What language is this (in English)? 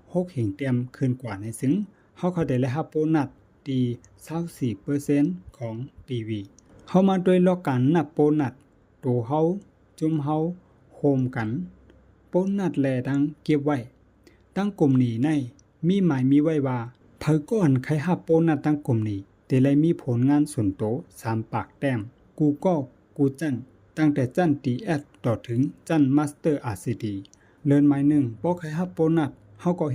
Shan